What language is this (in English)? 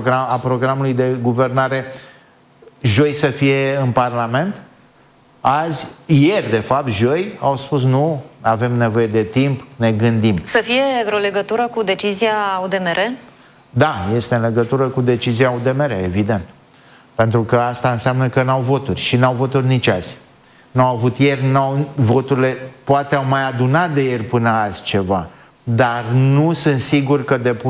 Romanian